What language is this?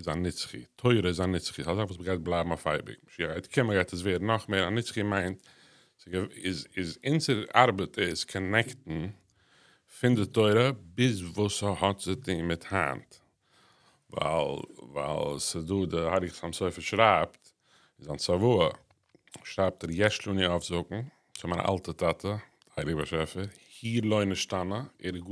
Yiddish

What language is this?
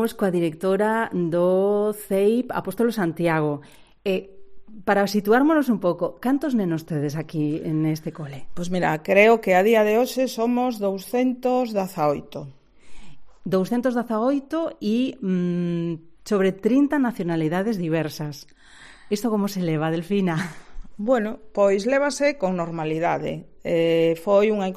Galician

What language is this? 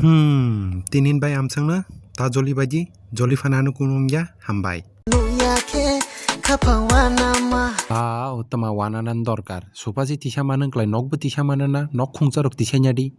Kok Borok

